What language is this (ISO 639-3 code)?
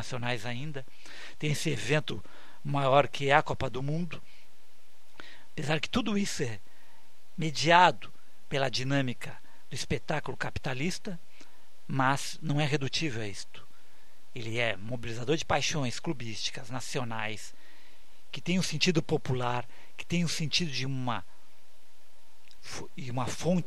por